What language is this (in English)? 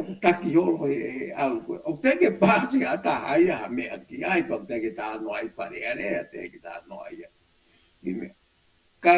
Tongan